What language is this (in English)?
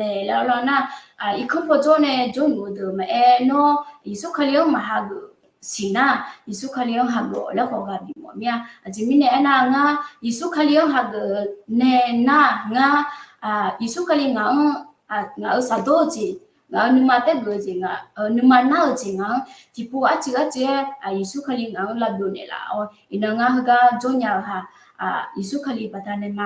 Akha